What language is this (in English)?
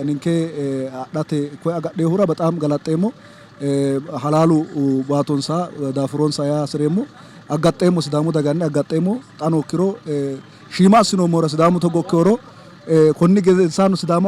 Sidamo